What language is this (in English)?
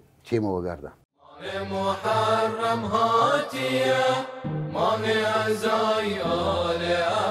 Southern Kurdish